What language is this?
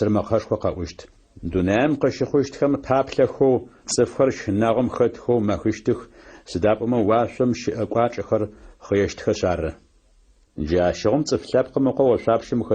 Adyghe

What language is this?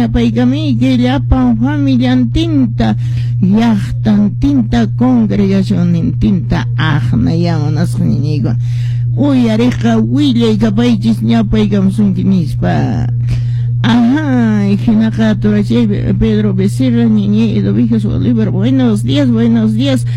Quechua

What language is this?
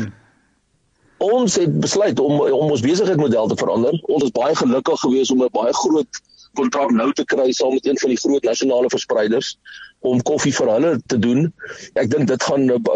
Afrikaans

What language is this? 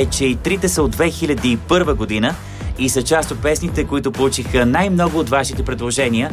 Bulgarian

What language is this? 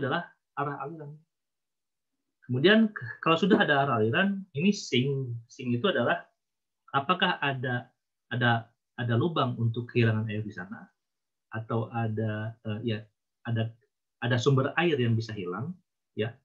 Indonesian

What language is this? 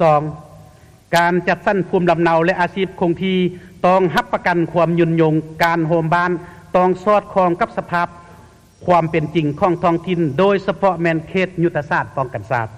Lao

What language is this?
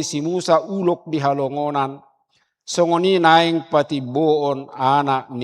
Batak Toba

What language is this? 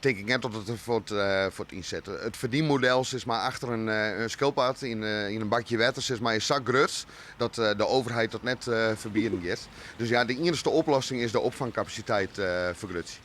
Western Frisian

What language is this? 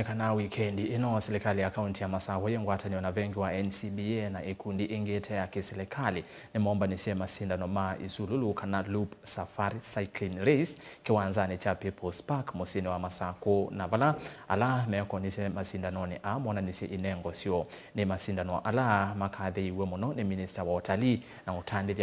Kamba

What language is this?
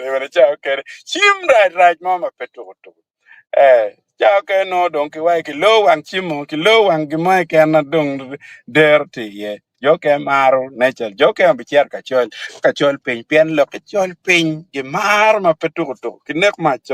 Acoli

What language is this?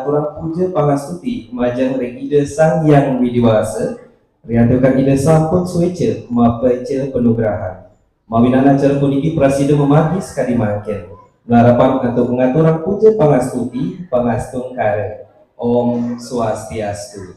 Balinese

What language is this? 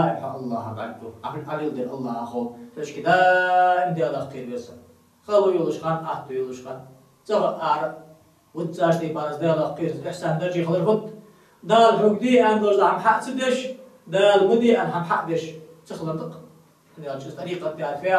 Ingush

